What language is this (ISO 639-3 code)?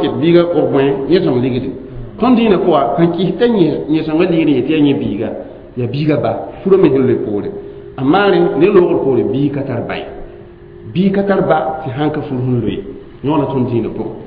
mos